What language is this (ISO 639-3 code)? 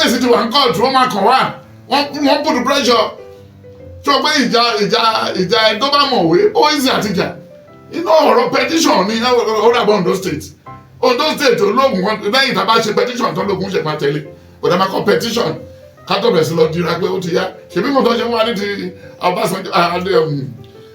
yor